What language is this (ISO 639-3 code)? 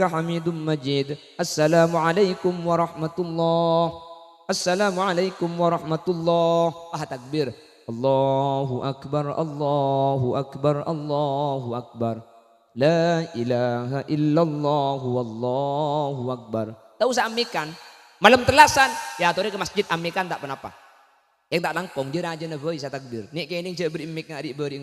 mad